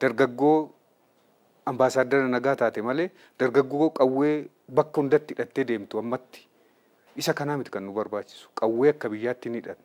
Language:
Oromo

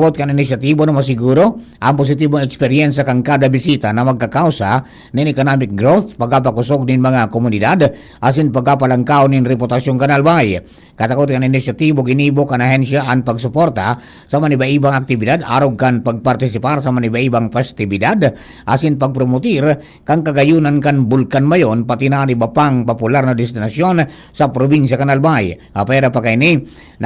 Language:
Bikol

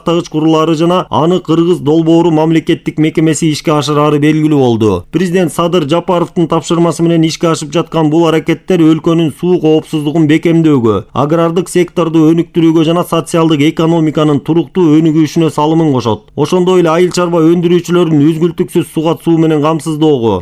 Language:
Kyrgyz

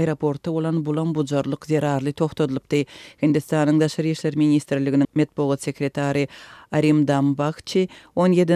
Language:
Turkmen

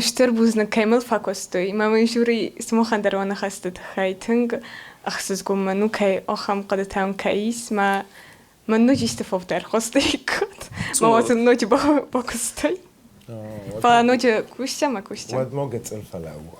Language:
Ossetic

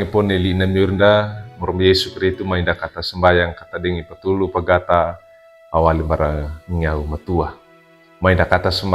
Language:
Wejewa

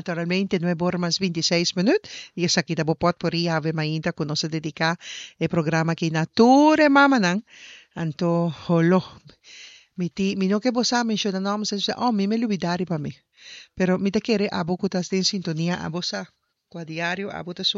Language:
Papiamento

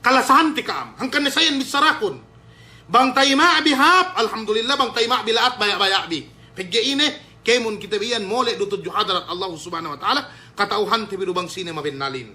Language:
Yakan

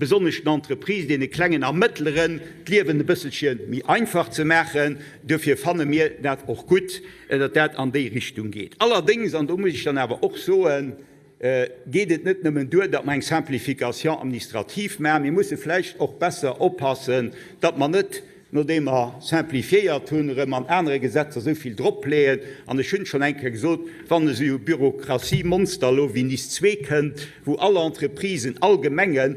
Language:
Luxembourgish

